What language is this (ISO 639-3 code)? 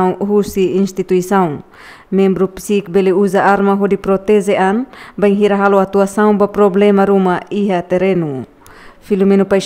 tet